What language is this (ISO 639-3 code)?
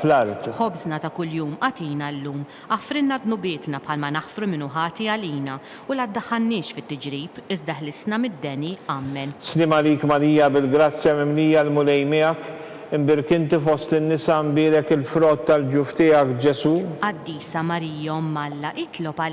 mlt